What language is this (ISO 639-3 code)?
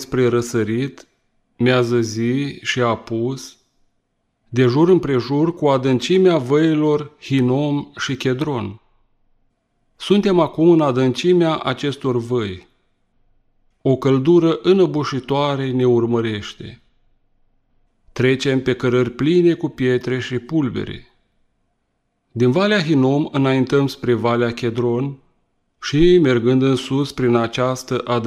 ron